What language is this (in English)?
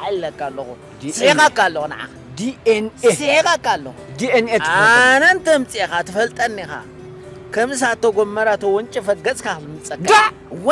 Tigrinya